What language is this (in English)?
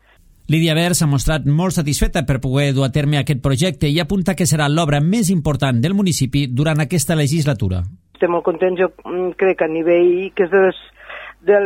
Catalan